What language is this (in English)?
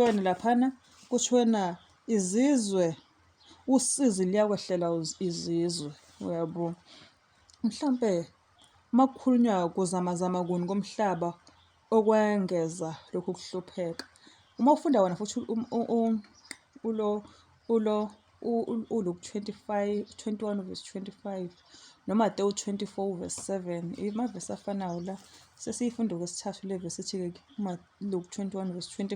Zulu